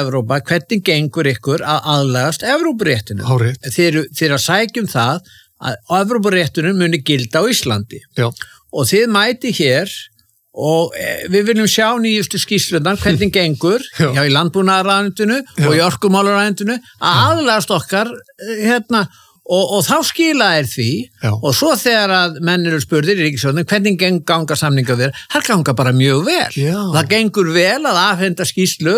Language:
Icelandic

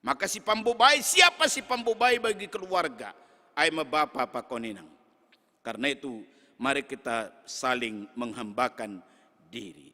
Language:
Batak Simalungun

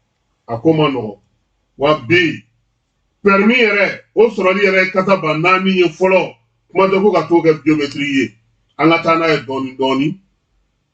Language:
Bambara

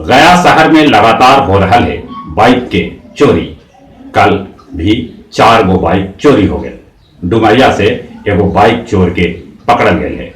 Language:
Magahi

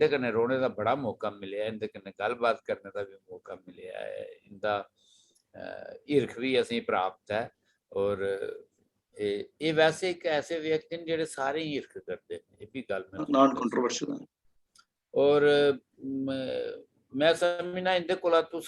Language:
Dogri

